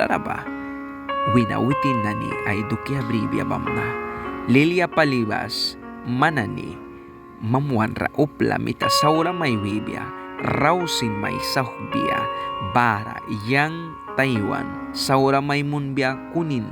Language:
Mískito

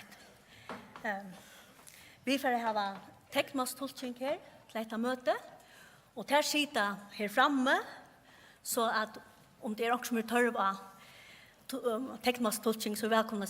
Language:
Faroese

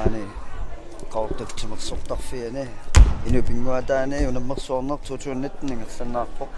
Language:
Kalaallisut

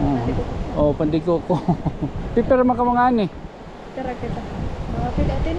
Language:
Waray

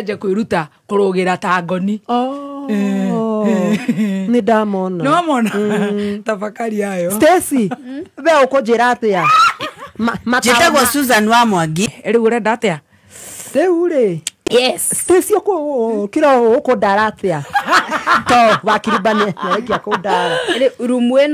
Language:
Kikuyu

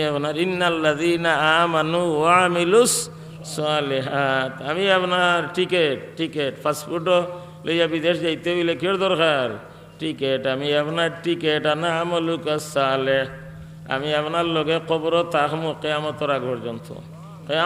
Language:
Sylheti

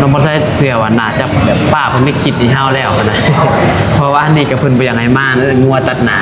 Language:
Northeastern Thai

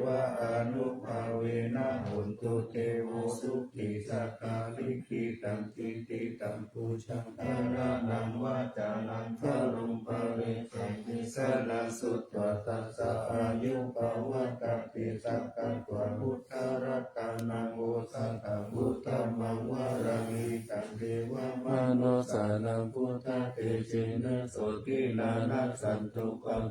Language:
Pali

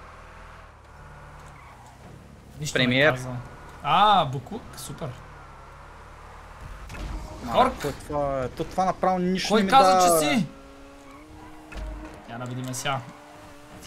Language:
Bulgarian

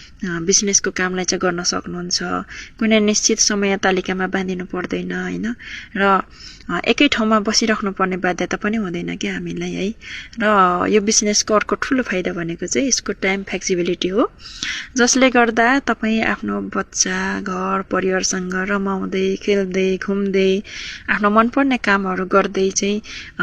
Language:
Nepali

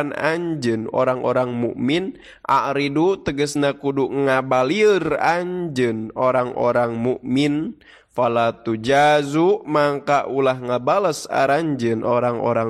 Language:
Sundanese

